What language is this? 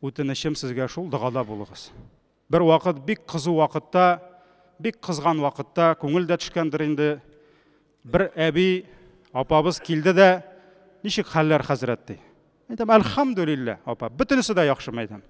Tatar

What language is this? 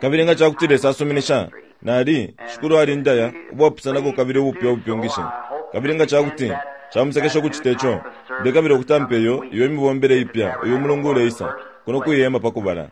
Bemba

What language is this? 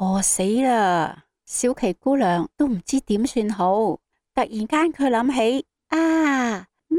Cantonese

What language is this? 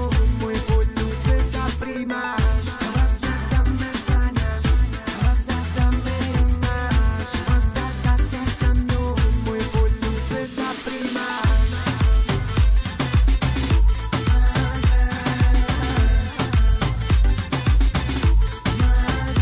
Croatian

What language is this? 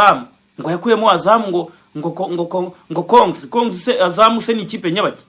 Kinyarwanda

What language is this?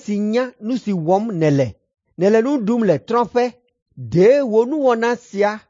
Ewe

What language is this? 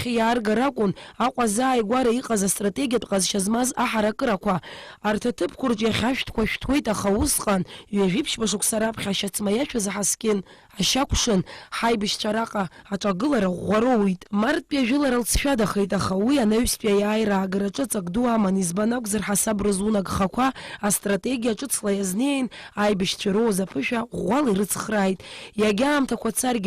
Abkhazian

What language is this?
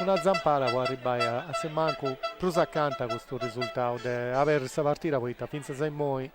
Sardinian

